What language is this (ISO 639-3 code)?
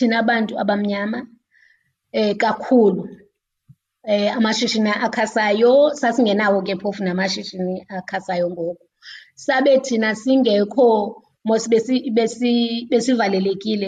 xho